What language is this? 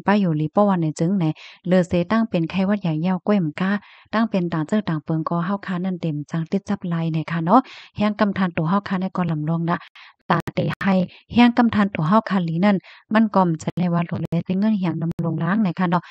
Shan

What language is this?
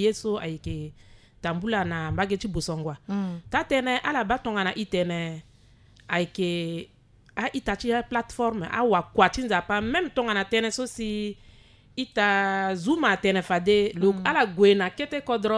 Sango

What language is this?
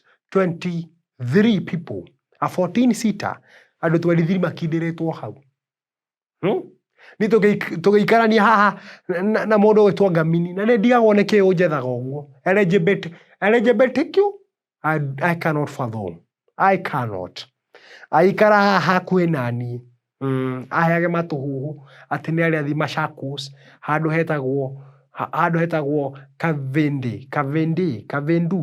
Kikuyu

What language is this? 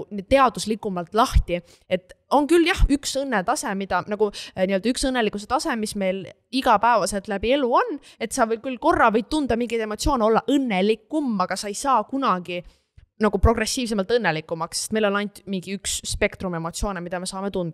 Estonian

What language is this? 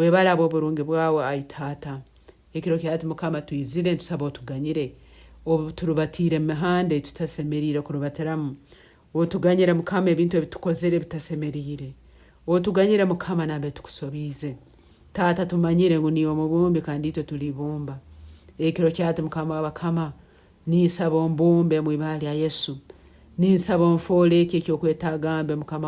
Nyankole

